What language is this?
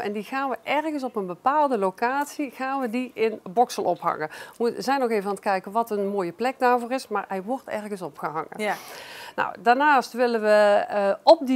Dutch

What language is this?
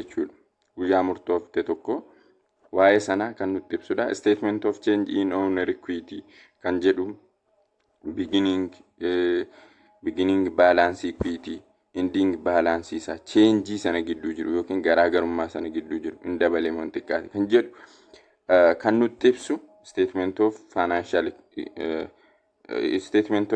Oromo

